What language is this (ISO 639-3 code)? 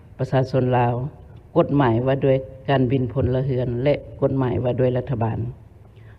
lao